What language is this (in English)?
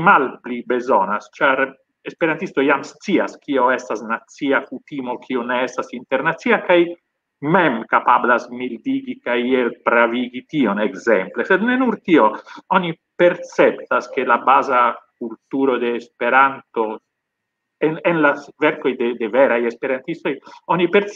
Esperanto